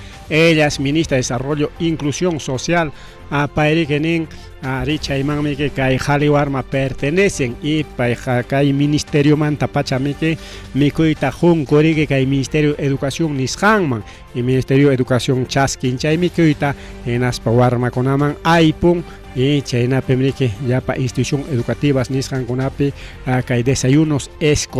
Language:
Ayacucho Quechua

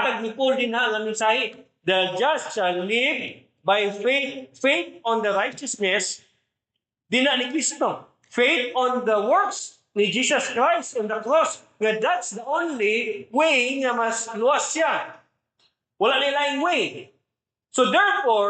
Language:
Cebuano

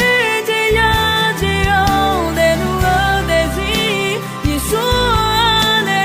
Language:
Akha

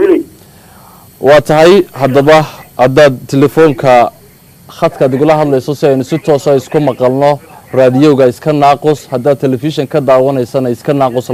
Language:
Somali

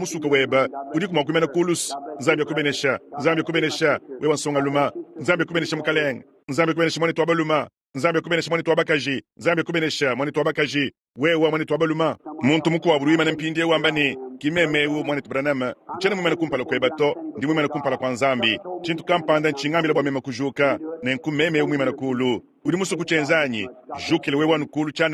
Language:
Luba-Lulua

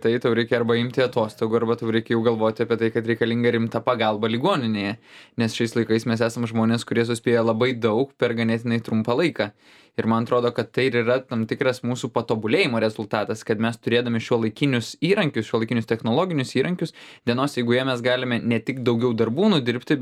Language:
Lithuanian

